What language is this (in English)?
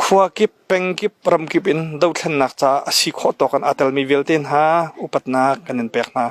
Hakha Chin